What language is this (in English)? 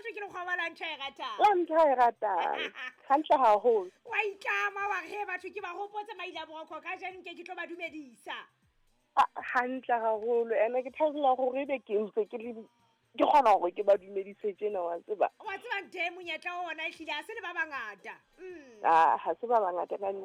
Southern Sotho